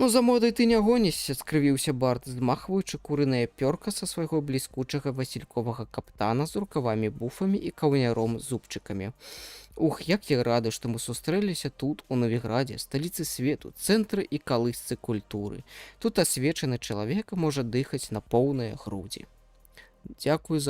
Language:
Belarusian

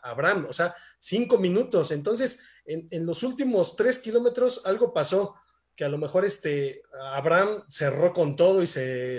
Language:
Spanish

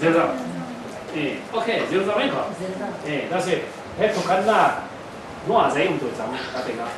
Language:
Falam Chin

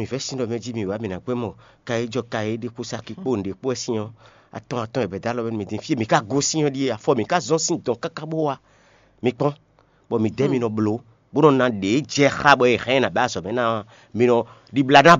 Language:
Fon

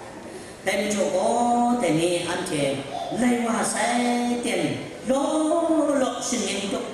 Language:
Kachin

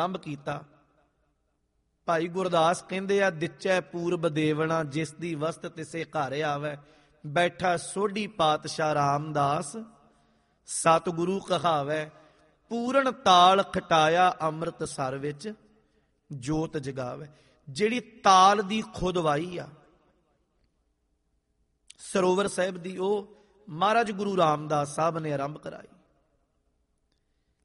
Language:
Punjabi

